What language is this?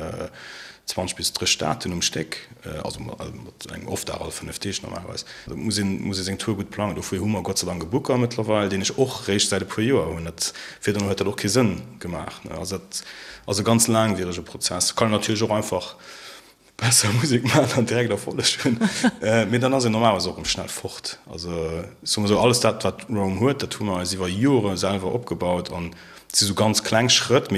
Luxembourgish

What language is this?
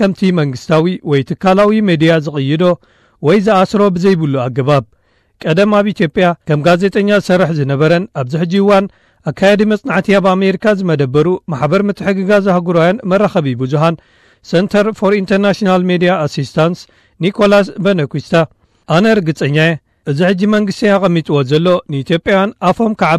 Tigrinya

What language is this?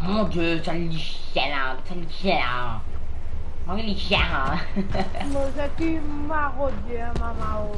Morisyen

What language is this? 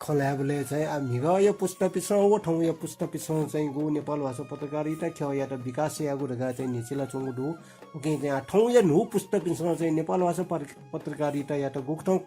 Newari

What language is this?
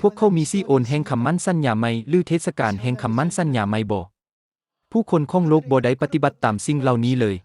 Lao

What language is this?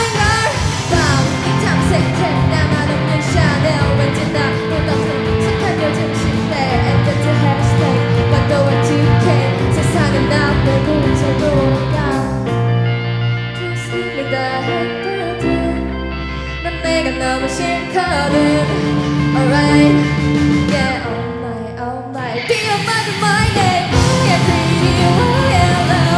Korean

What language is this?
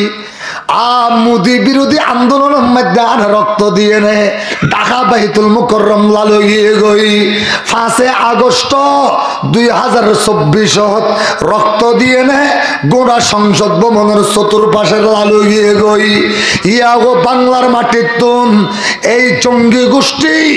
Rohingya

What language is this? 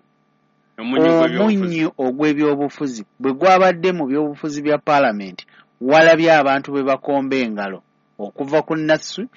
Ganda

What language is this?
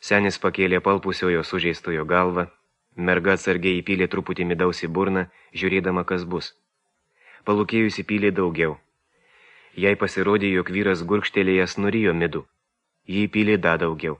Lithuanian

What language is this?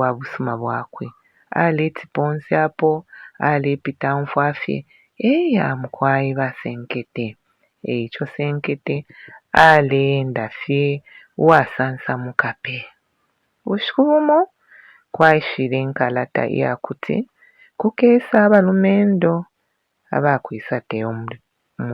Bemba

